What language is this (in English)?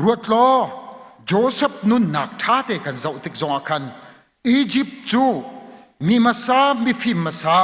Hakha Chin